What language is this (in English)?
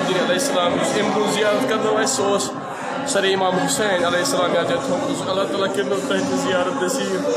Kashmiri